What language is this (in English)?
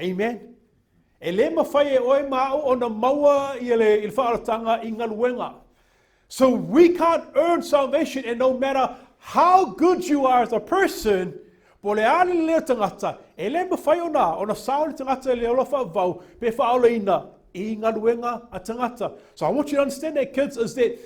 Samoan